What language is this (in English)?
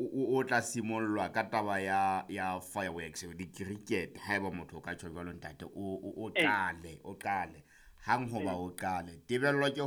Southern Sotho